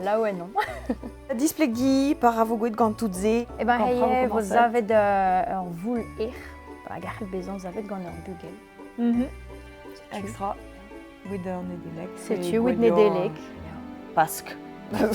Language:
Breton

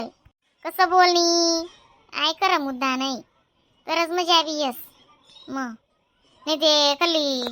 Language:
Khandesi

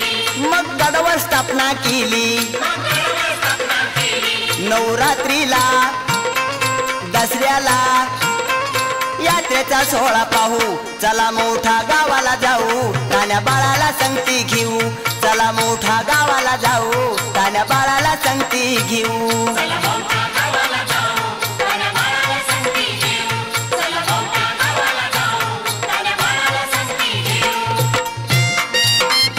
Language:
Marathi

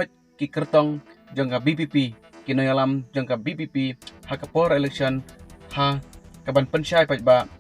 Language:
Khasi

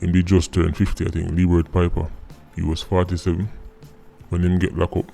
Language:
Jamaican Creole English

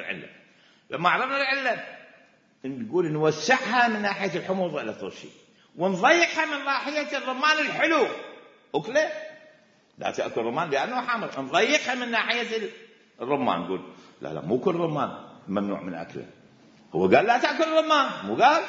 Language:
Mesopotamian Arabic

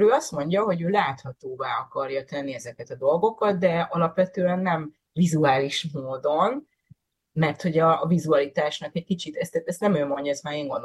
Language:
Hungarian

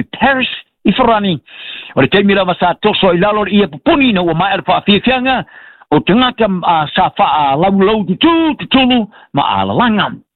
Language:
Samoan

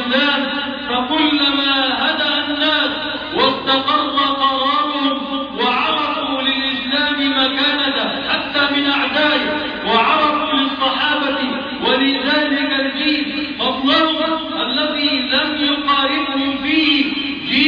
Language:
Arabic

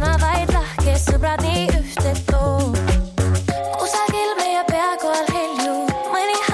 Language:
Estonian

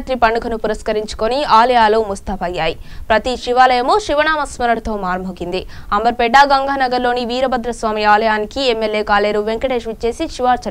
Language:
Telugu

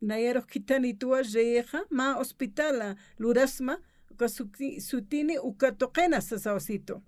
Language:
Aymara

